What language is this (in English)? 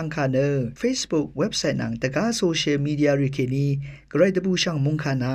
Rawang